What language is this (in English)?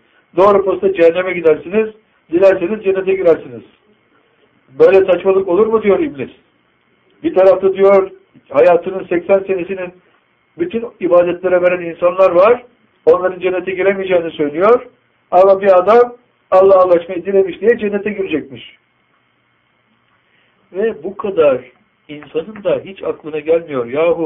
Turkish